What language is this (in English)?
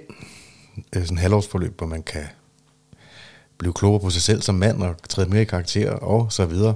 Danish